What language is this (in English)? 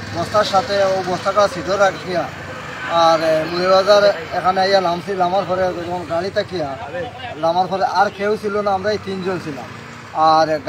Sylheti